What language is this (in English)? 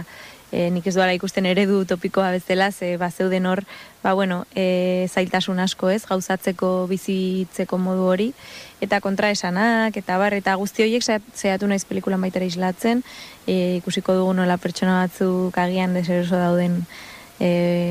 Basque